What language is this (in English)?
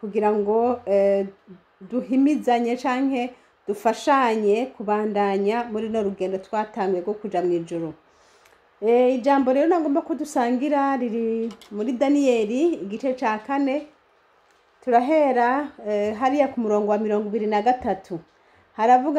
Rundi